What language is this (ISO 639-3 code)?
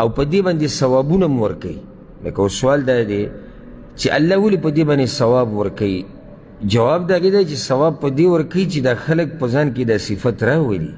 pus